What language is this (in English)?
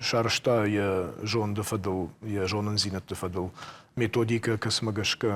Ossetic